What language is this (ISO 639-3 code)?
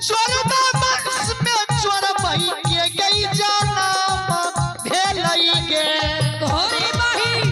mai